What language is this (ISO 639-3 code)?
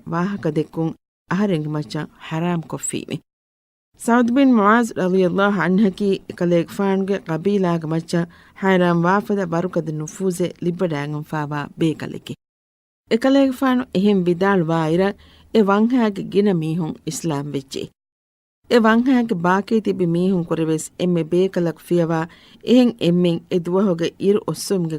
div